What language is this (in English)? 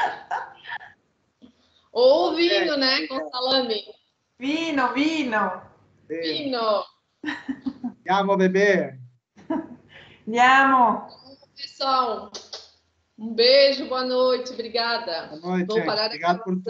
Portuguese